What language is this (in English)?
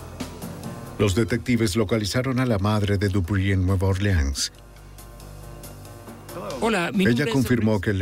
Spanish